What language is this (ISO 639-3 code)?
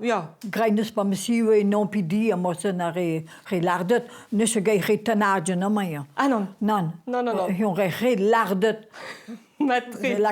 bre